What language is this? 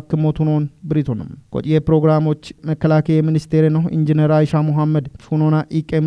Kafa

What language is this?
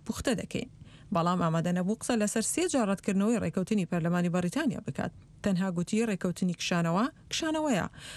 Central Kurdish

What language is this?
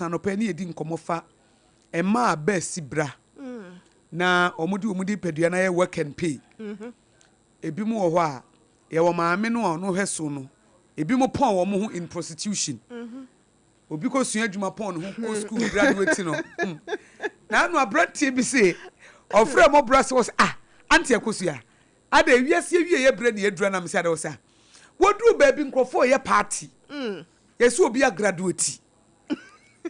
Akan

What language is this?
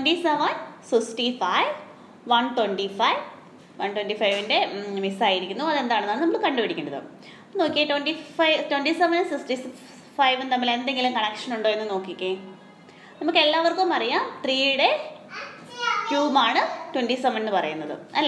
Malayalam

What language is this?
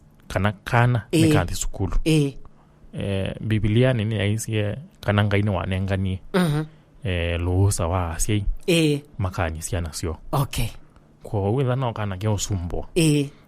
Kamba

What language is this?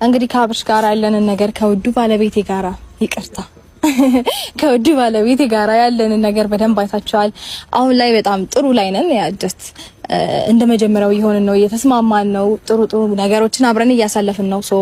Amharic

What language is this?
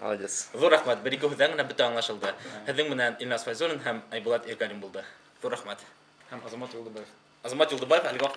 Bashkir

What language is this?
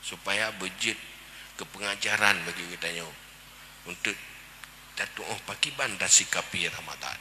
Achinese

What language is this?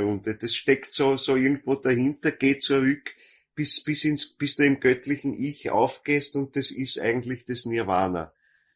German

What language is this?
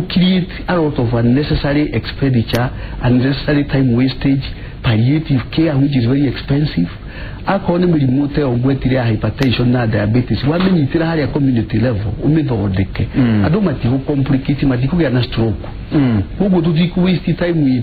Kikuyu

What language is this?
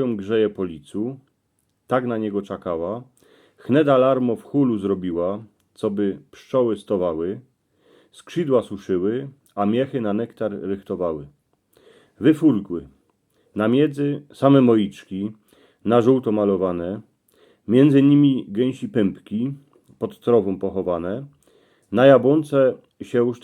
Silesian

